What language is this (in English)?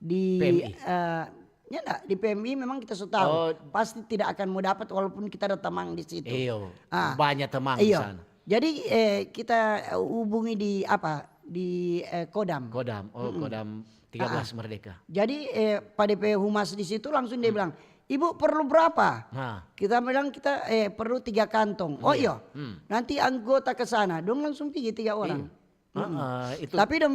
Manado Malay